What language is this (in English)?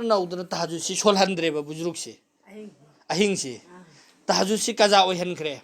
Manipuri